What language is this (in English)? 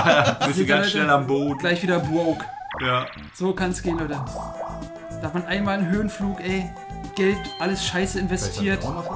German